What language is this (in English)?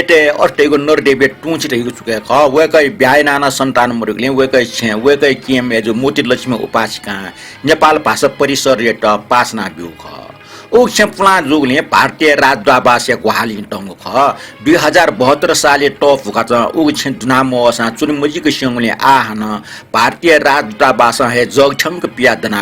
Newari